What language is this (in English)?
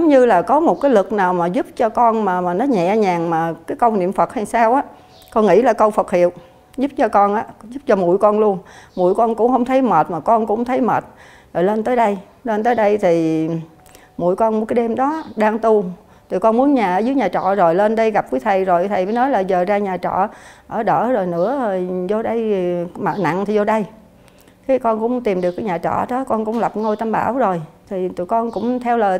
Vietnamese